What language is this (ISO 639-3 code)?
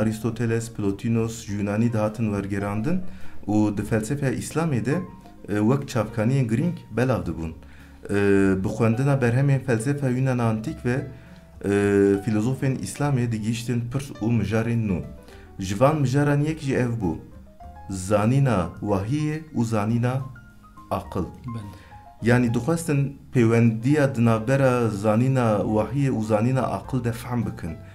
kur